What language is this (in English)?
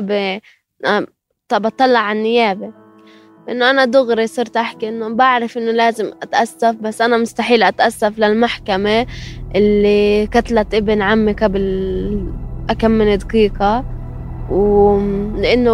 North Levantine Arabic